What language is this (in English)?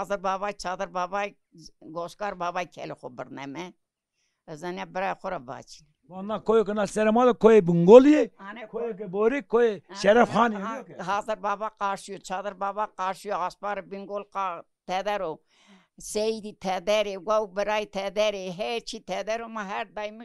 Zaza